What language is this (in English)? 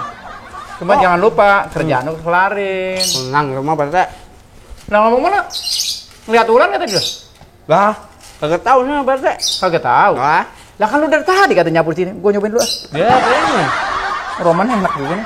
Betawi